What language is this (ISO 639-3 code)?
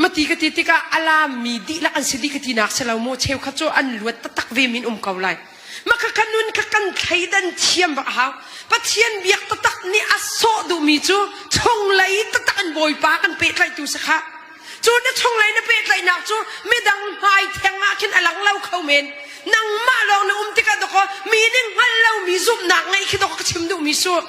cnh